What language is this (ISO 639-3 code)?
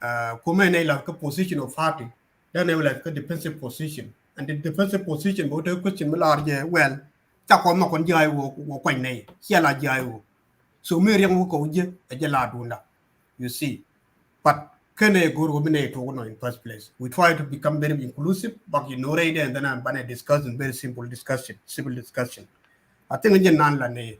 nus